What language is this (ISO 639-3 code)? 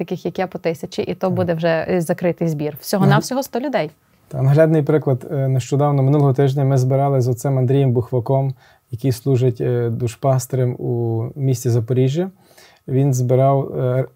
ukr